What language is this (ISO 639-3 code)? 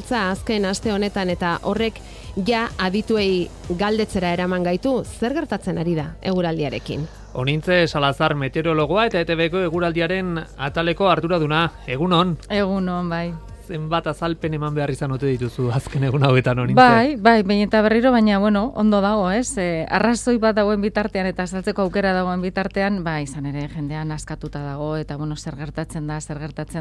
eus